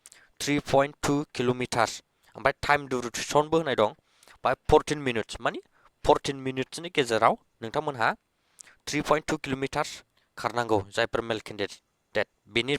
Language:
Bodo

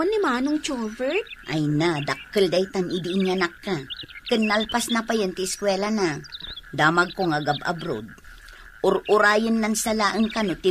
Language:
Iloko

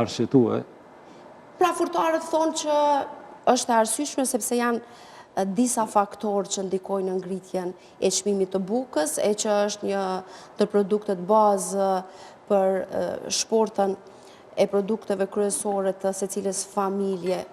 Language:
Albanian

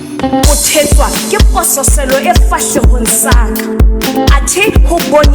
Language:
Southern Sotho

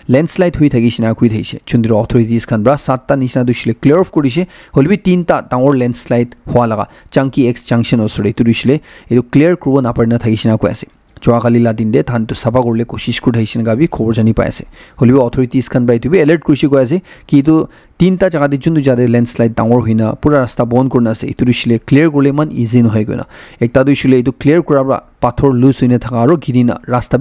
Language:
Naga Pidgin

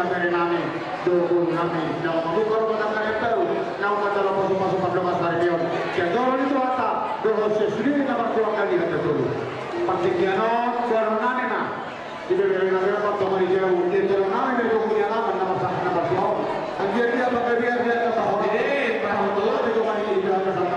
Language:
Batak Toba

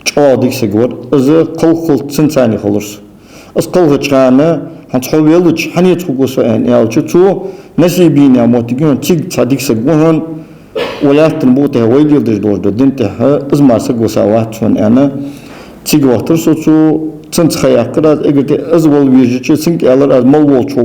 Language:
Ingush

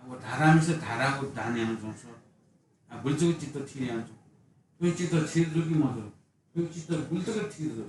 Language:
Newari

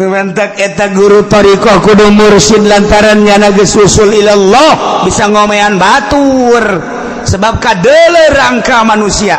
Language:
Sundanese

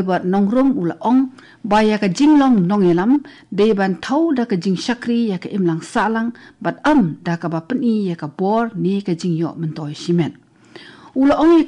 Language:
Khasi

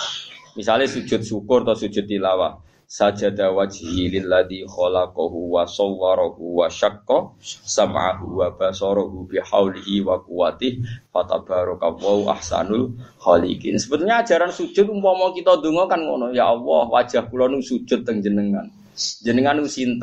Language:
Indonesian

